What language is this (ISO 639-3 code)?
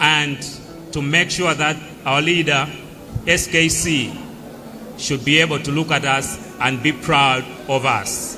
nya